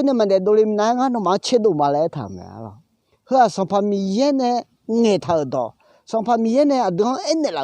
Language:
Akha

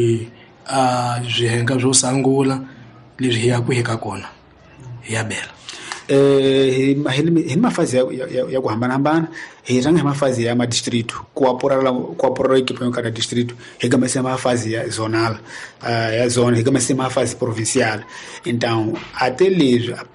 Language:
Tsonga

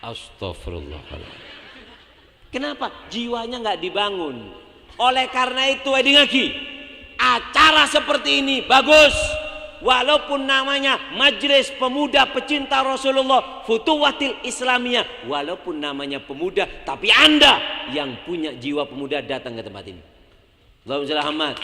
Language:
Madurese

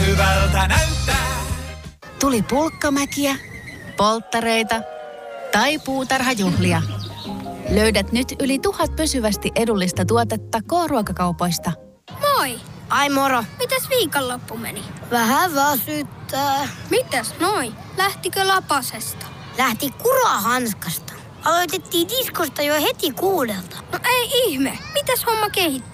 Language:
Finnish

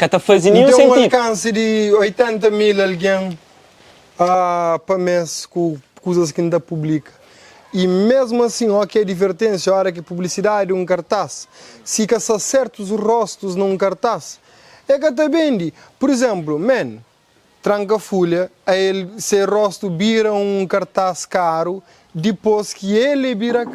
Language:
Kabuverdianu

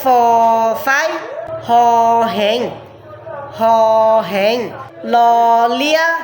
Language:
Hmong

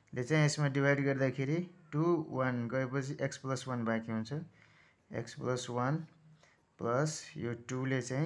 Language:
Nepali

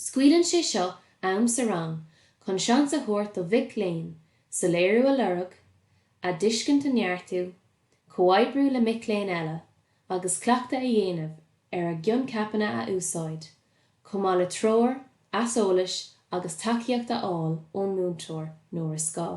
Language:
Irish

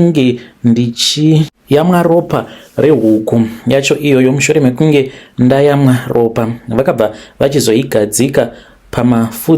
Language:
Shona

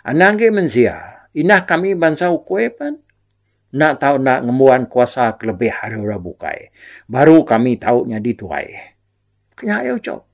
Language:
Iban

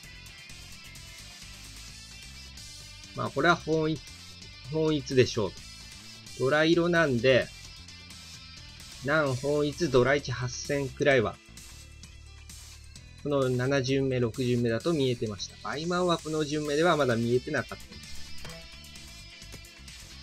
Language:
Japanese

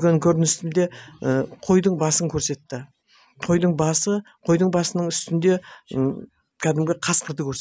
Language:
Kazakh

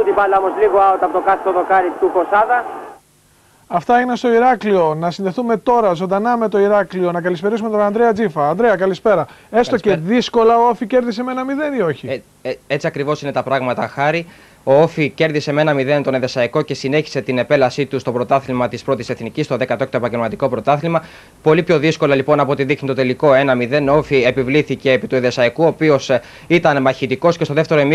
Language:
Greek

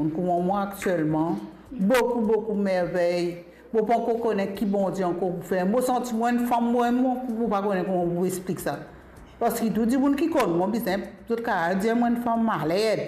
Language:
Morisyen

